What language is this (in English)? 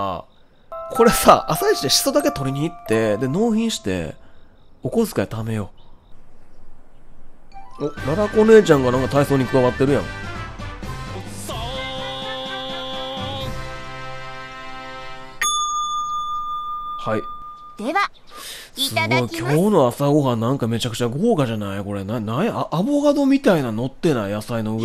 Japanese